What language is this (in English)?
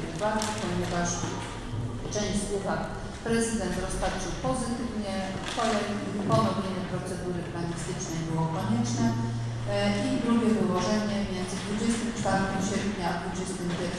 Polish